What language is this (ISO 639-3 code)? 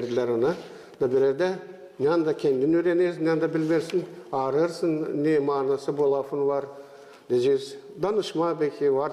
gag